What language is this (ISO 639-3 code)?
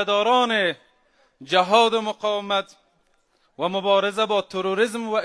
fas